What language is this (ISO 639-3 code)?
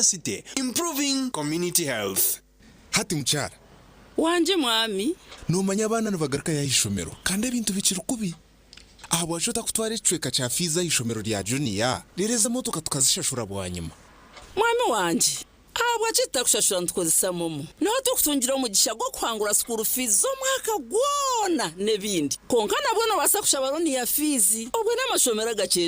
nyn